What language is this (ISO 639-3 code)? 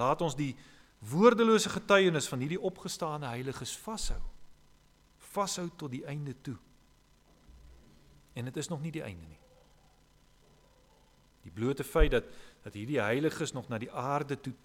afr